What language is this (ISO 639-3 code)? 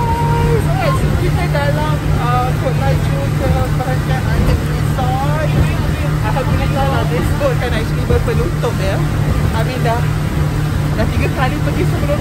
msa